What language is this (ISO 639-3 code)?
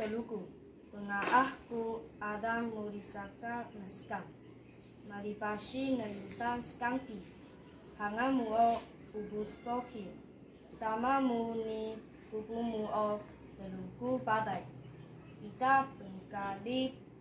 trv